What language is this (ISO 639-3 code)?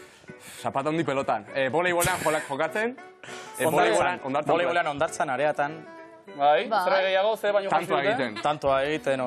eus